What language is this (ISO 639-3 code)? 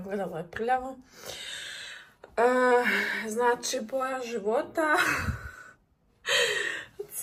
hrv